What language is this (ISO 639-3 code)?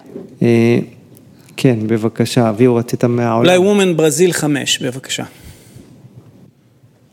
heb